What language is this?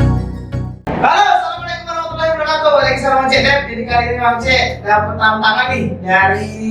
Musi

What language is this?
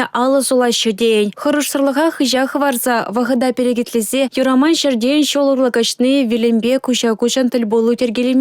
Chuvash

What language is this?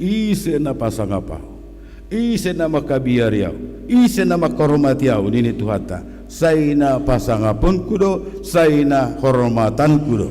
Batak Simalungun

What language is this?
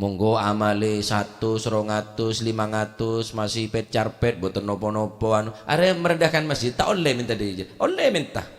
Madurese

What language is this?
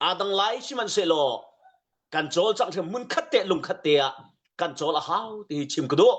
Hakha Chin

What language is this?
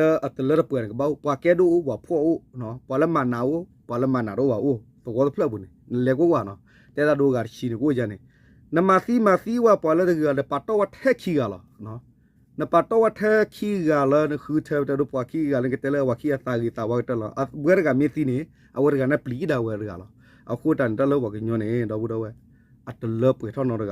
S'gaw Karen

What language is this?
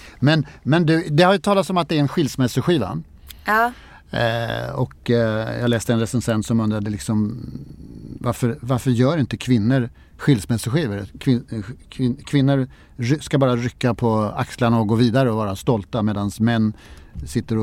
Swedish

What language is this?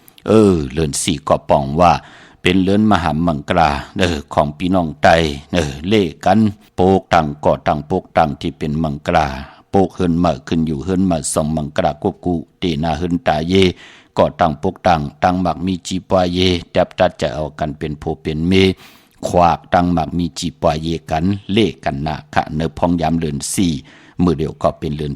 Shan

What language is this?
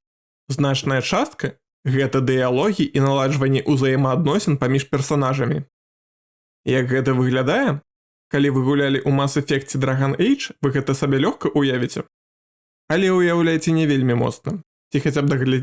Belarusian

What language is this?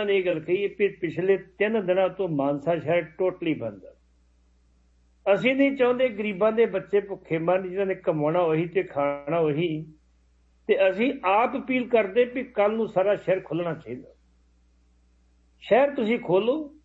Punjabi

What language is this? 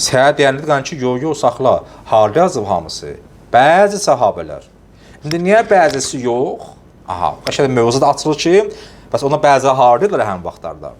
Azerbaijani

